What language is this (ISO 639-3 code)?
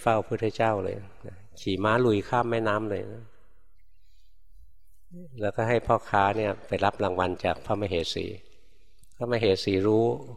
tha